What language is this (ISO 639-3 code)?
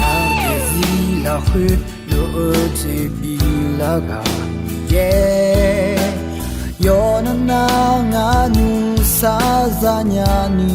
ahk